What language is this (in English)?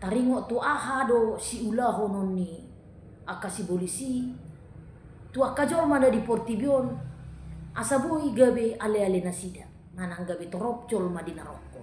Batak Toba